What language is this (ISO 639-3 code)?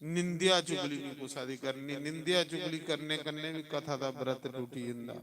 doi